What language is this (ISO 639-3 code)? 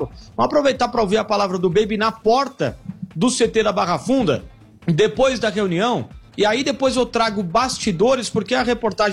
por